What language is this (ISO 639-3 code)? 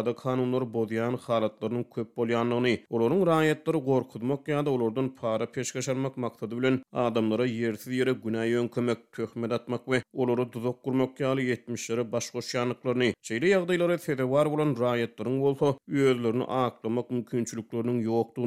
tuk